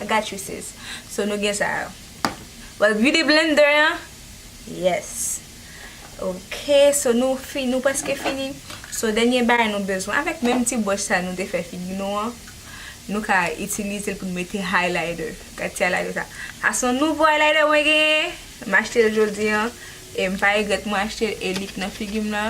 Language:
Haitian Creole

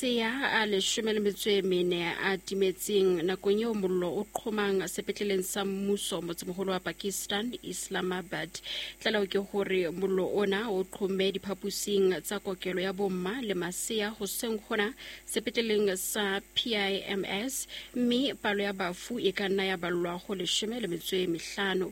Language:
Southern Sotho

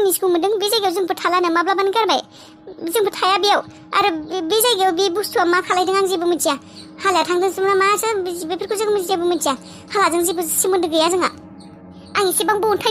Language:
Bodo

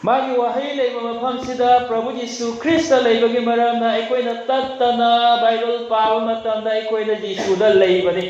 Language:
Manipuri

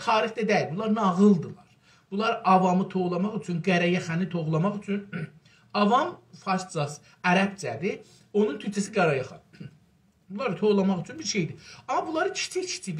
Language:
South Azerbaijani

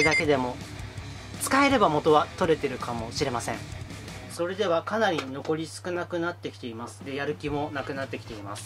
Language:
Japanese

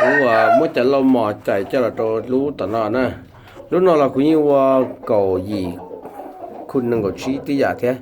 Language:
Hmong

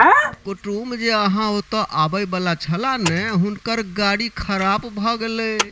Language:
Maithili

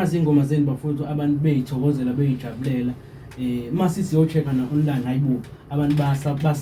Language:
Zulu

